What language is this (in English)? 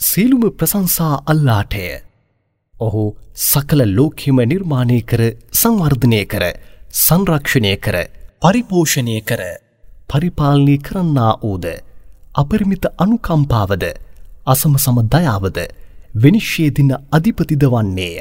Sinhala